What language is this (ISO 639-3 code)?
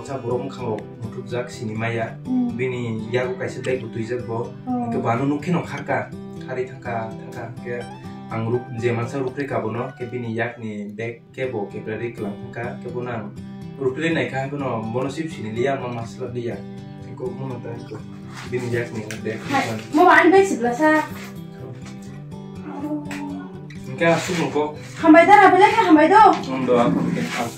trp